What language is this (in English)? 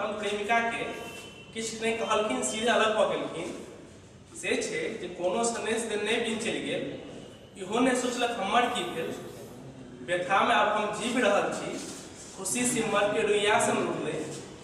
Maithili